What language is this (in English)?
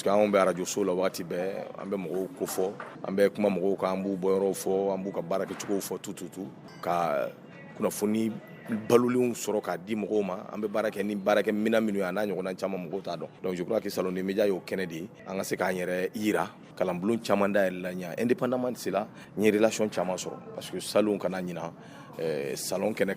Bambara